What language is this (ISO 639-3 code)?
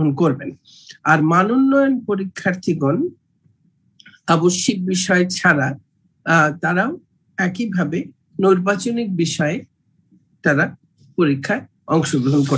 ben